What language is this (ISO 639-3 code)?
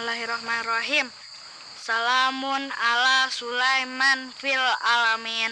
bew